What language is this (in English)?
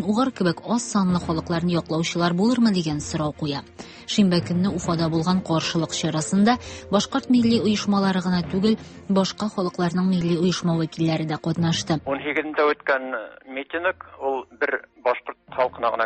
Tatar